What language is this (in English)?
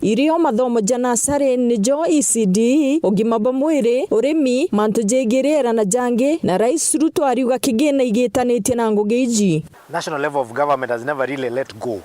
Meru